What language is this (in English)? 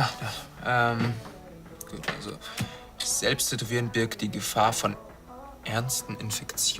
Bavarian